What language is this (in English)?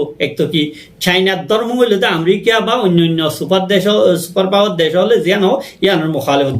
Rohingya